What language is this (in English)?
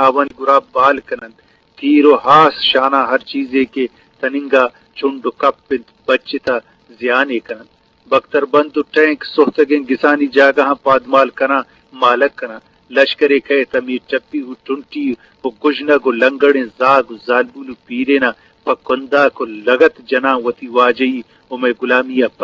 Eastern Balochi